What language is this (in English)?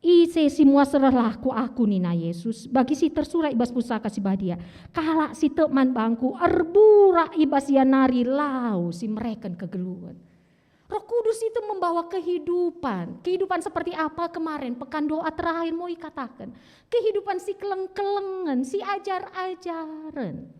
Batak Karo